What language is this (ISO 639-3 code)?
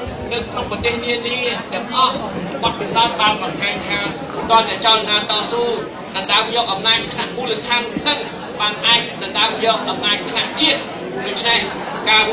khm